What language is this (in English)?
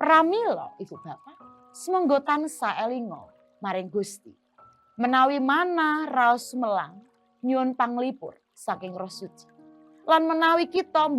Javanese